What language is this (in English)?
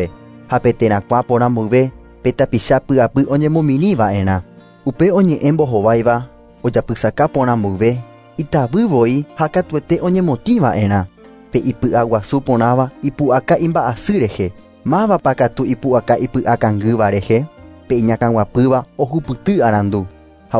Guarani